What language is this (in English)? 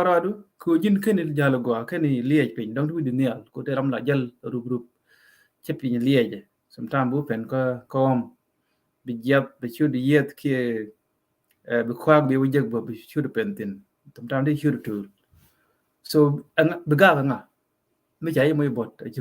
Nuer